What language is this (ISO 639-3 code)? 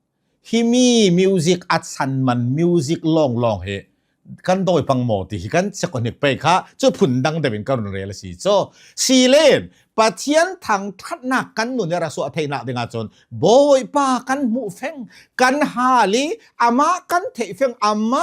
cnh